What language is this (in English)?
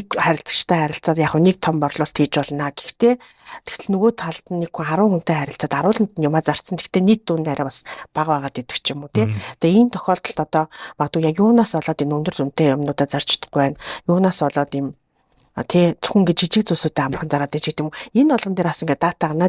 Mongolian